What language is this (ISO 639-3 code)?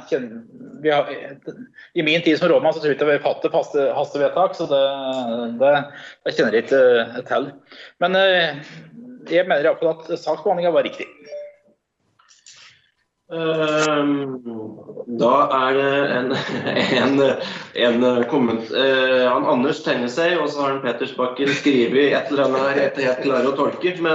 nor